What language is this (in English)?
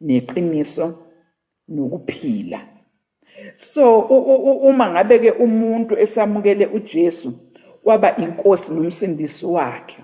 Zulu